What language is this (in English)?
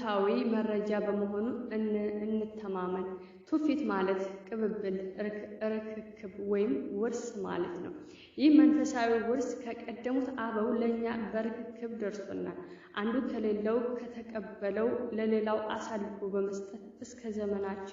Amharic